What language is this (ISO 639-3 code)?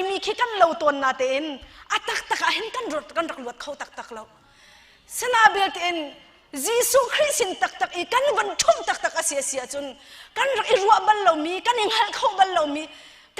cnh